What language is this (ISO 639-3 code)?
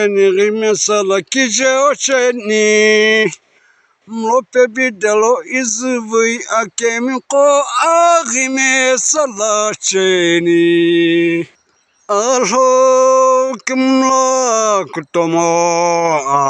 nsm